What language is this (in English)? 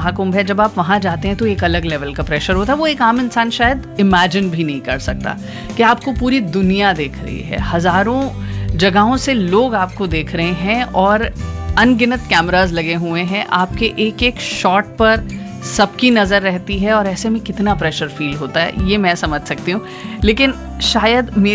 Hindi